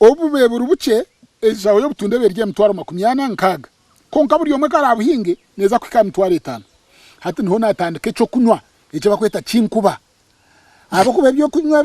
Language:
Nyankole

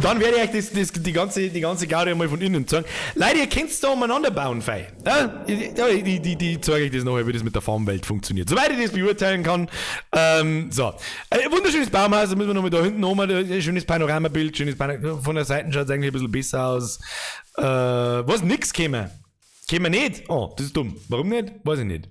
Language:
Bavarian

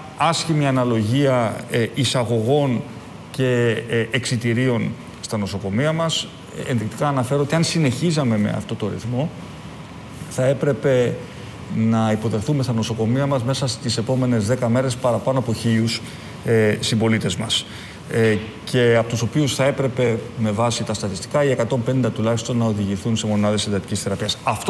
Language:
Greek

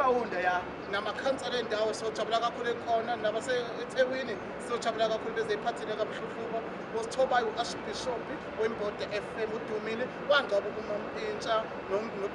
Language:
Zulu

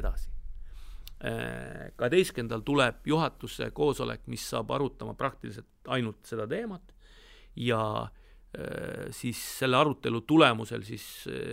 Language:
Estonian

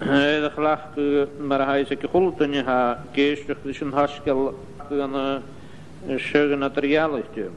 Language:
Scottish Gaelic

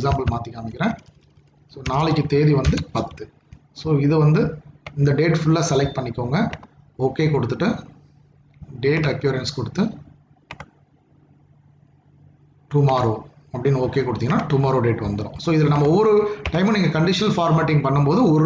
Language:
Tamil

